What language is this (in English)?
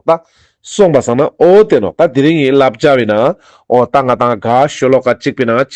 Ladakhi